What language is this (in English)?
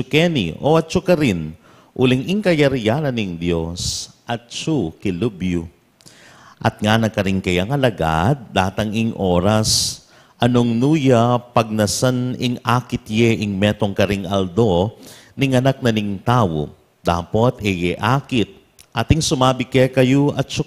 Pampanga